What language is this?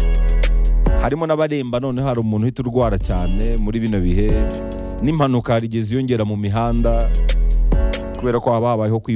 Kinyarwanda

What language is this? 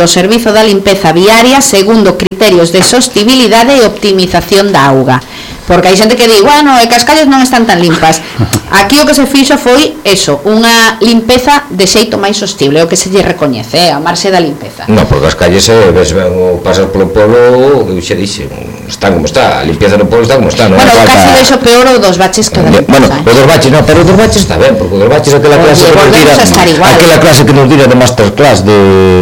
Galician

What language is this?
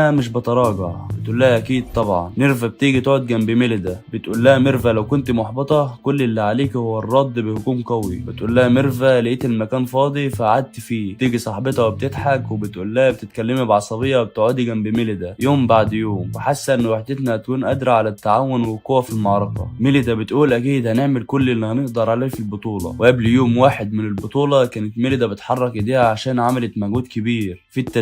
Egyptian Arabic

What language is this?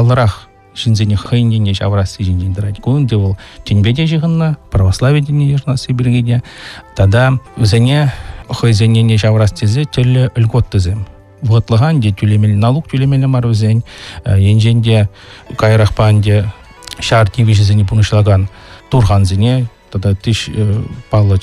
Chuvash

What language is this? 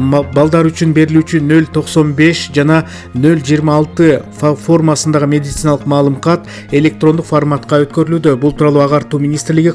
Kyrgyz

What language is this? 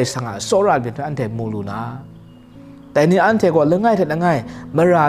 Kachin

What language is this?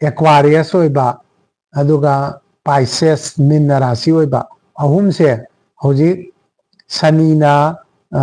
Manipuri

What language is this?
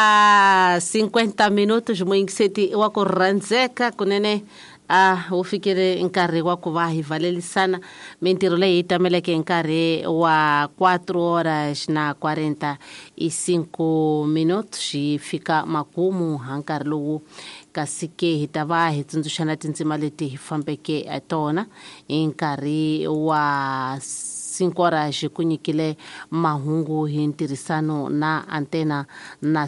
Tsonga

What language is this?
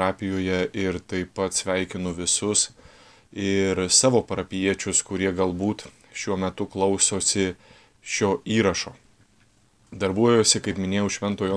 Lithuanian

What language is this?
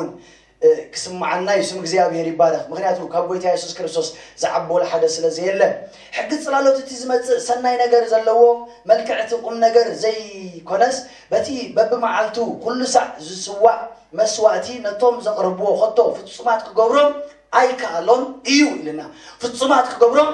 Tigrinya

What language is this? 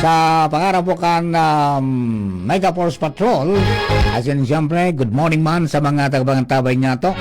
Bikol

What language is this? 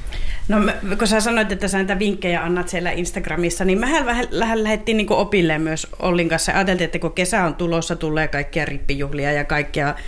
Finnish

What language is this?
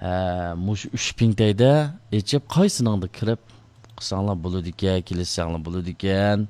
Uyghur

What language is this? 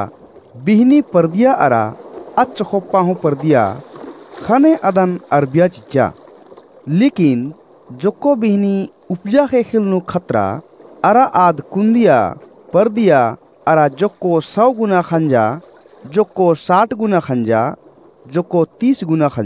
Kurukh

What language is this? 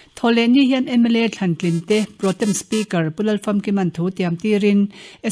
Mizo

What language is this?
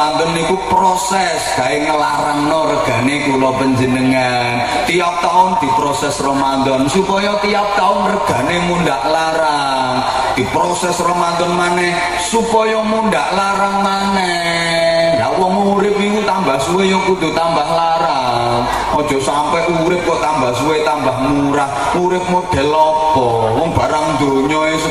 Javanese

